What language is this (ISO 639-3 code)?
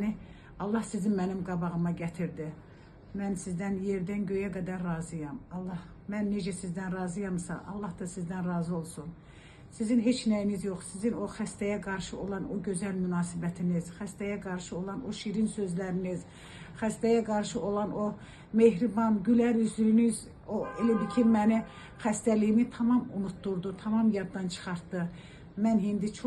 aze